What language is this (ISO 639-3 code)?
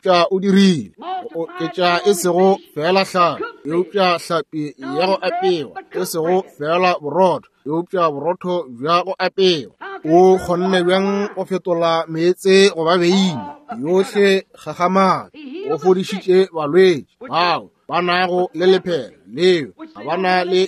nso